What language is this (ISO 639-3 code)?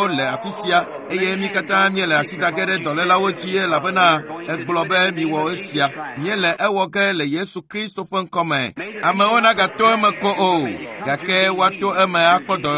ewe